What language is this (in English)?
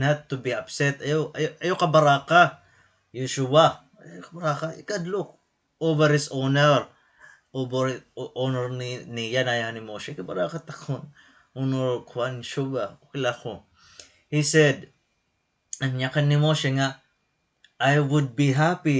Waray